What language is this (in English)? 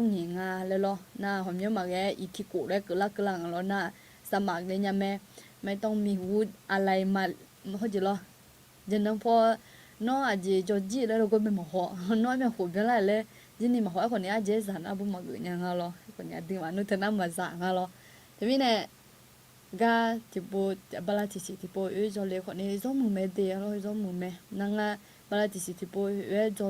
Akha